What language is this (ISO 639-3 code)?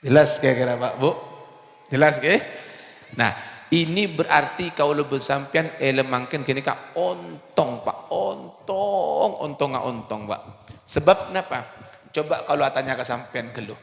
mad